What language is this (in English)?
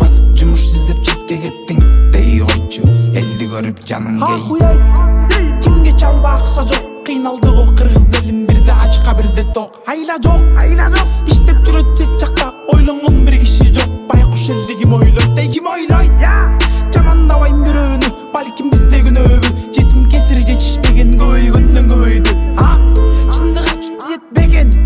Kazakh